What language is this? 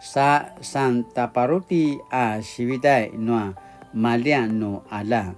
Paiwan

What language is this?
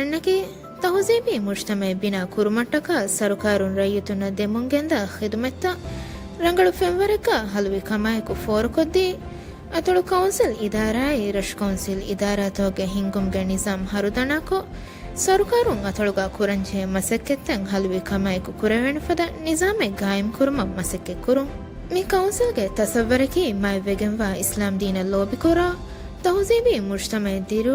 Divehi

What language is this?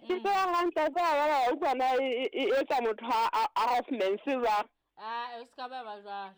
Southern Sotho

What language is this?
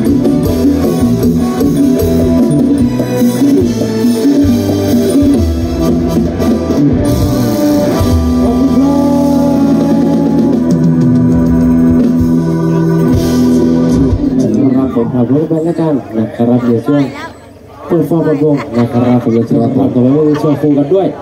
Thai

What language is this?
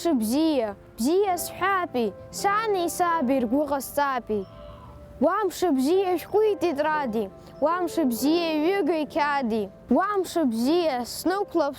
Abkhazian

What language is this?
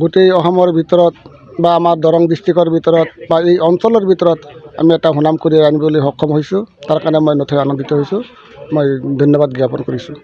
Assamese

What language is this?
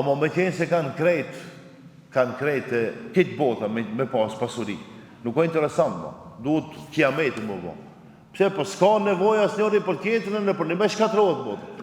Albanian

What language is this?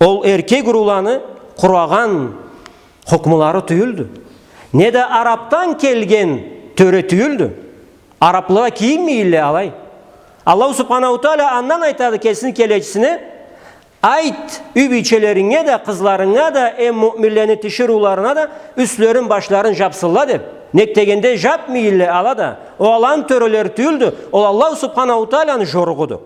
Karachay-Balkar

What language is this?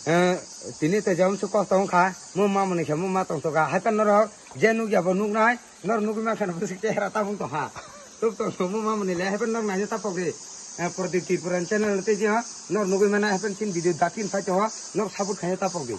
Kok Borok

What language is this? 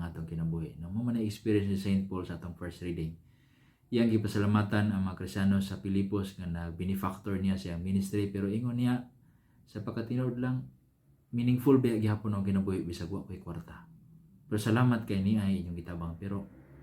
Cebuano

